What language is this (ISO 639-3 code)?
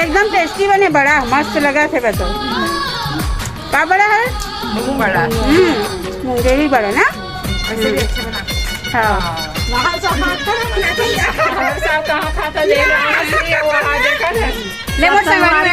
hne